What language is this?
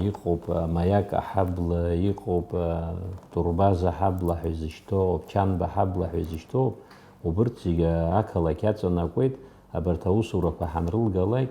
Abkhazian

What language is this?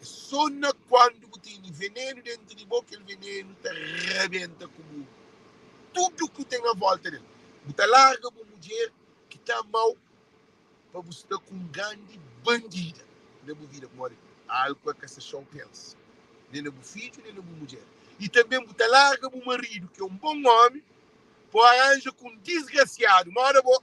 Kabuverdianu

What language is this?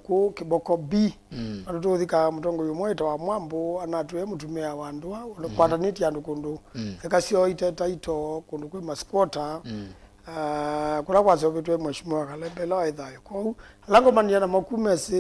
Kamba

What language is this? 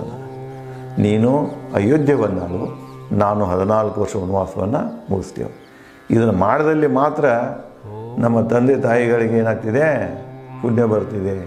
Kannada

